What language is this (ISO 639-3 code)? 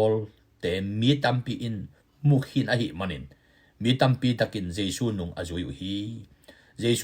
ctd